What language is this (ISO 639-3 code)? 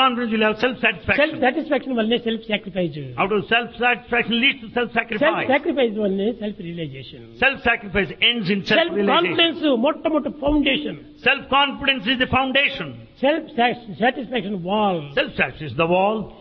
tel